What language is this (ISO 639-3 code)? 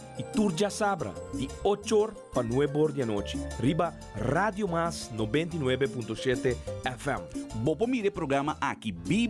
pap